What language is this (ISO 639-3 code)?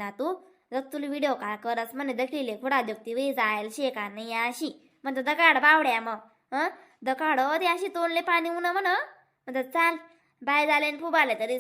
khn